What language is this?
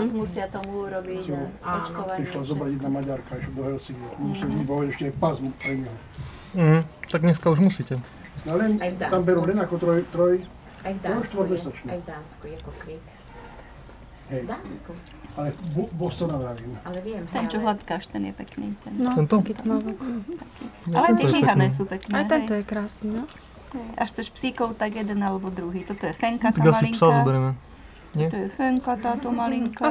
Slovak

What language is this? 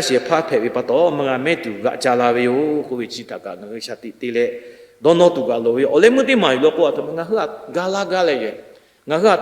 Lahu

